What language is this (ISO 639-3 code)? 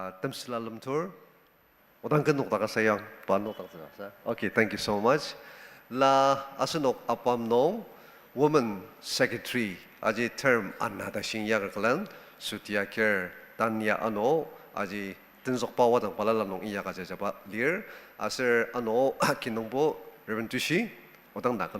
njo